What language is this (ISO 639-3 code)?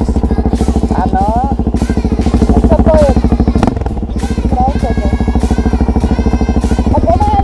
slk